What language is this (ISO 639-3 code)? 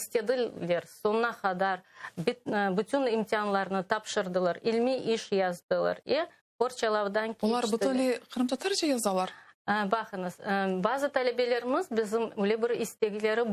crh